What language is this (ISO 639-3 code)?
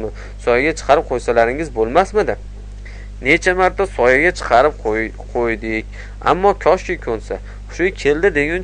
uzb